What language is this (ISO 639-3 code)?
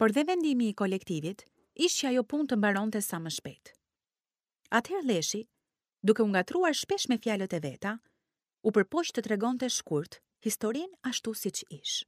sqi